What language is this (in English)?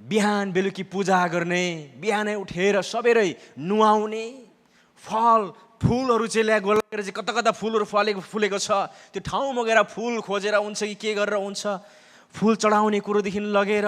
Nepali